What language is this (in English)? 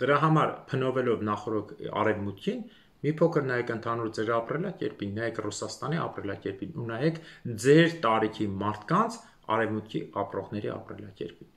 Armenian